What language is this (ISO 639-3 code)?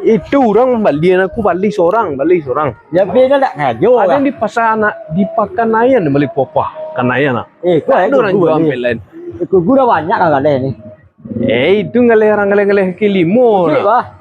min